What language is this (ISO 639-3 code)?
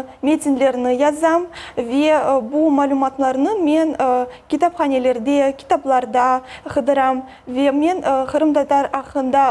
crh